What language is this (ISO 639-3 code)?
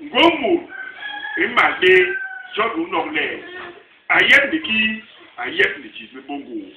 bas